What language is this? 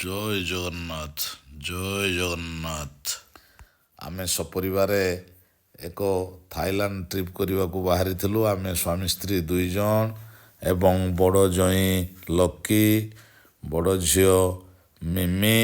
Odia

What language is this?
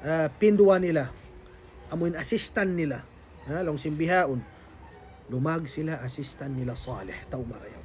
Tausug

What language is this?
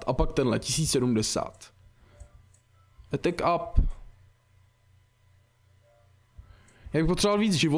Czech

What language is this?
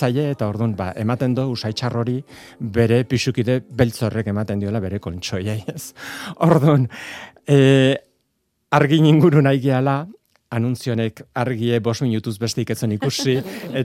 Basque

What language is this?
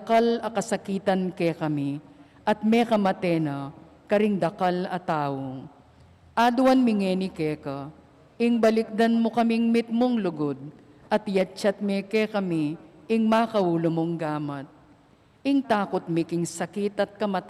Pampanga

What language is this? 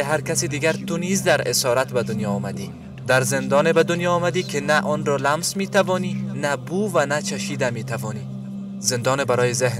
Persian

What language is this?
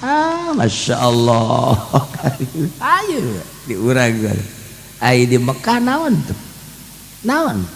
Sundanese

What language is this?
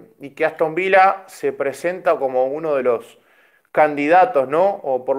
Spanish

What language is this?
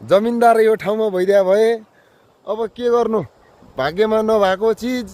Nepali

